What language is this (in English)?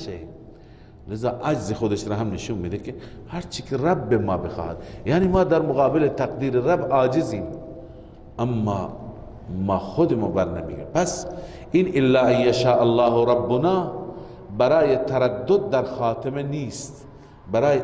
Persian